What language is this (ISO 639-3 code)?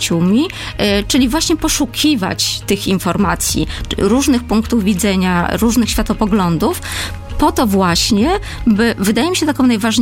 pol